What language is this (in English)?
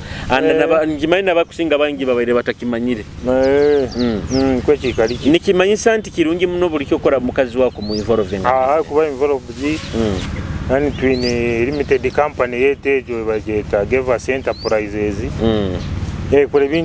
Nyoro